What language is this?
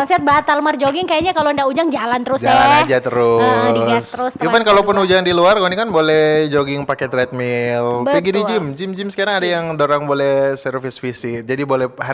Manado Malay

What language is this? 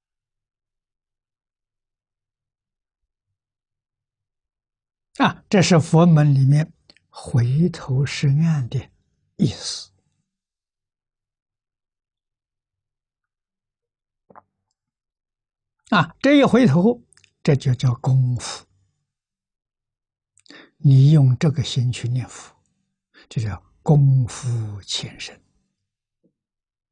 Chinese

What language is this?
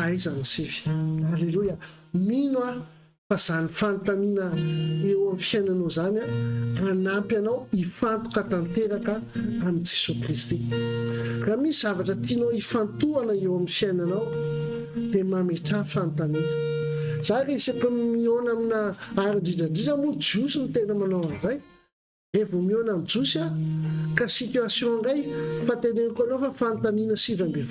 Malagasy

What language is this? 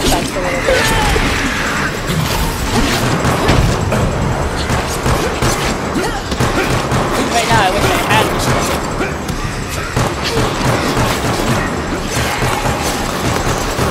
English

